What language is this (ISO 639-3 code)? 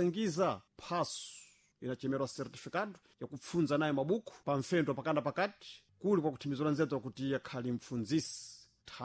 seh